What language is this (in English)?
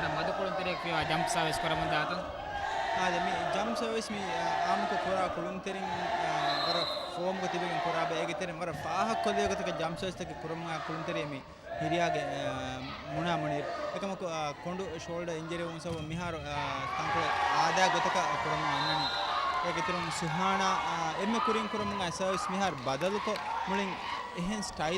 Divehi